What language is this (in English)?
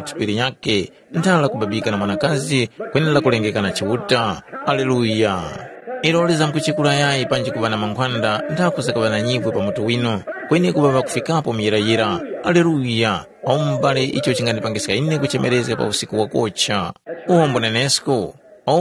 Tumbuka